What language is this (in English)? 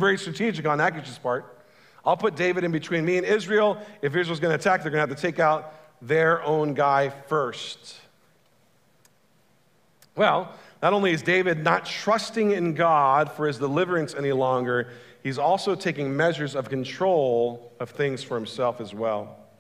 English